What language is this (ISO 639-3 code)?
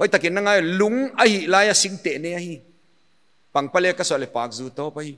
pck